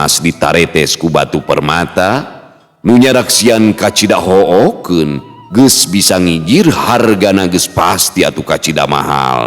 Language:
Sundanese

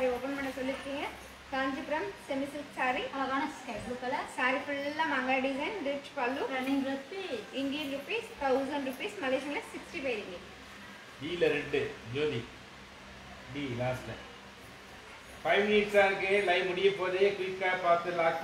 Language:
Tamil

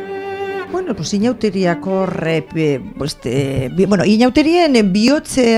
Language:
Basque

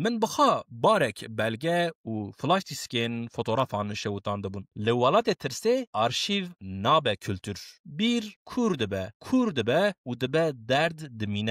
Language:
Kurdish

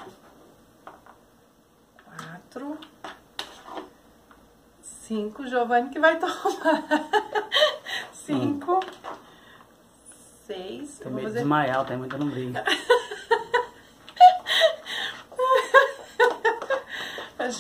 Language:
Portuguese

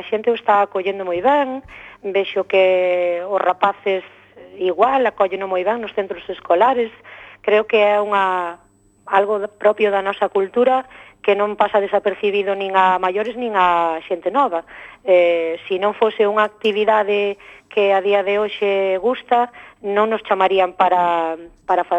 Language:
Galician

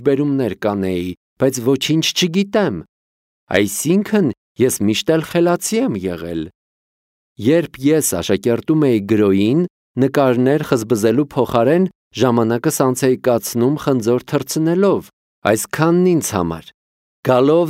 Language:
Armenian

